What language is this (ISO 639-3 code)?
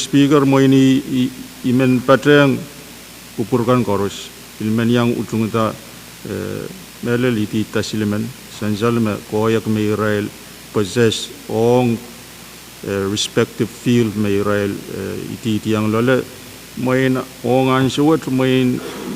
pon